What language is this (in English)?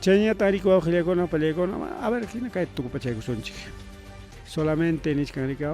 Ayacucho Quechua